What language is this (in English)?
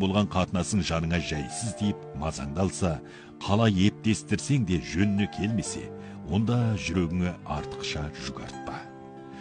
Kazakh